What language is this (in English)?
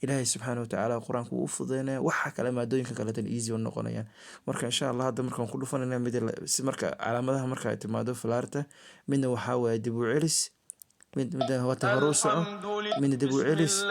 Somali